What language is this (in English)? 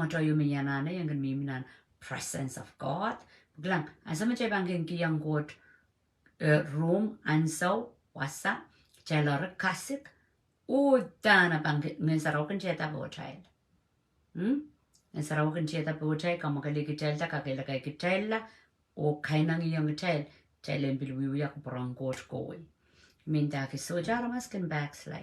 Pohnpeian